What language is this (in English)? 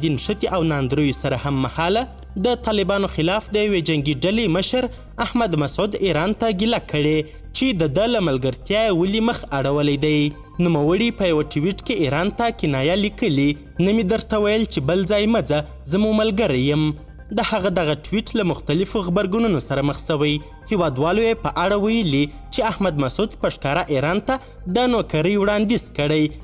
Pashto